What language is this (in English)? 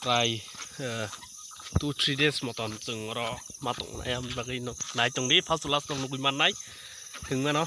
Kok Borok